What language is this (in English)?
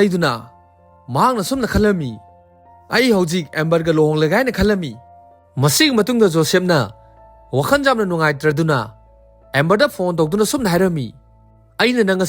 Manipuri